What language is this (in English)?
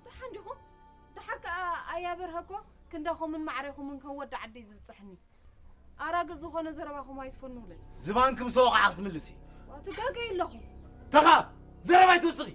Tigrinya